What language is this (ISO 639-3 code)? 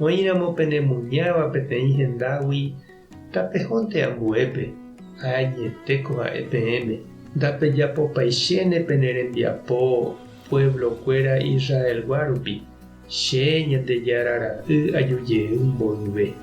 grn